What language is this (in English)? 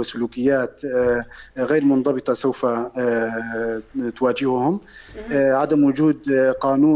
North Levantine Arabic